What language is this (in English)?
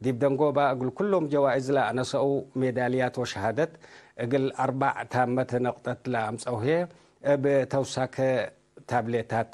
Tigre